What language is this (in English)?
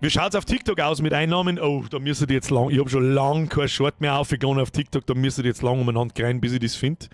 Bavarian